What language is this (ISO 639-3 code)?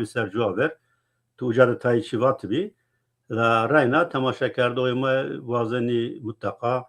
zza